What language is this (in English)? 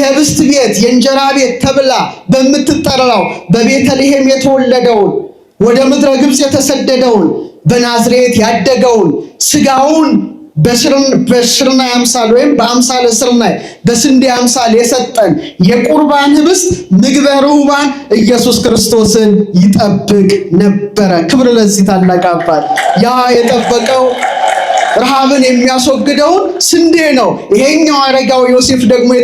Amharic